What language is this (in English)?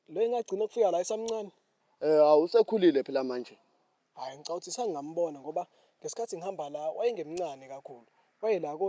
Zulu